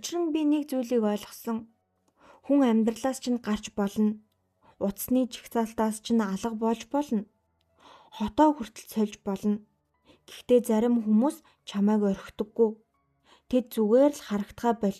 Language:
Mongolian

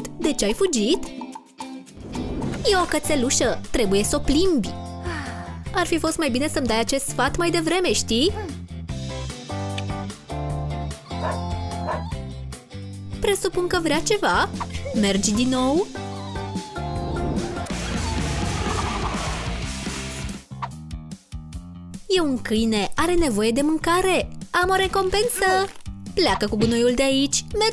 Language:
Romanian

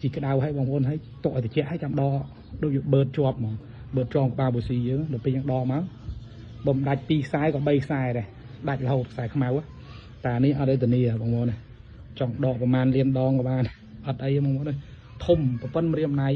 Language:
Khmer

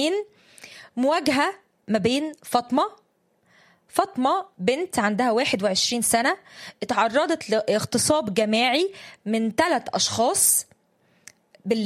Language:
Egyptian Arabic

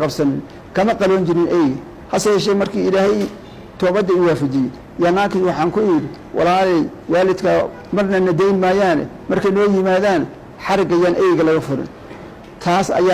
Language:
Somali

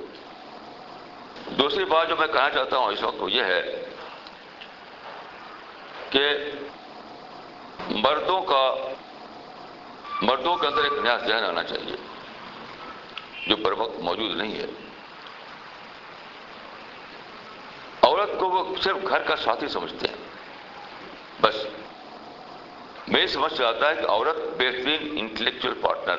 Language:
Urdu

